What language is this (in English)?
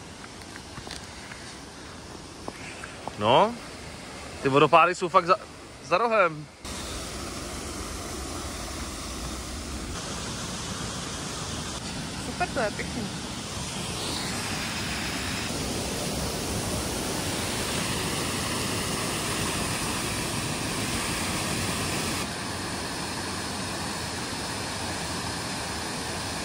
Czech